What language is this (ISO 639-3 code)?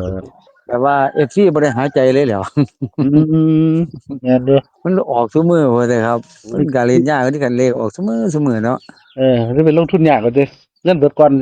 tts